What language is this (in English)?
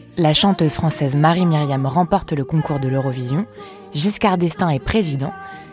French